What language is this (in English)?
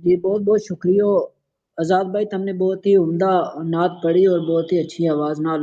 Gujari